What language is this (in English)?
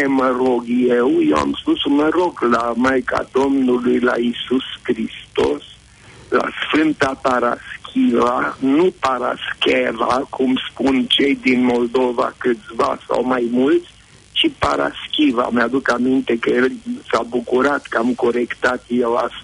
Romanian